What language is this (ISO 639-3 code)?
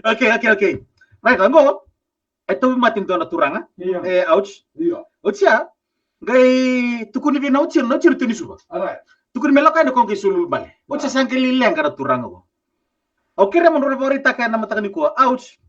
fij